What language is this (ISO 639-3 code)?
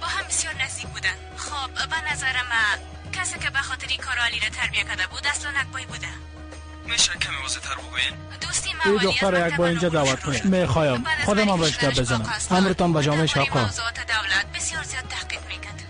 fas